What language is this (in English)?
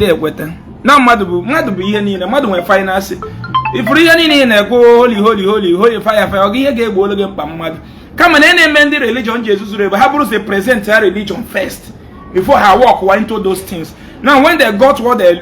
Igbo